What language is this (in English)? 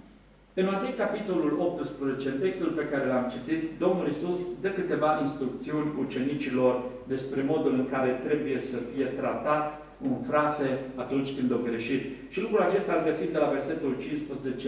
Romanian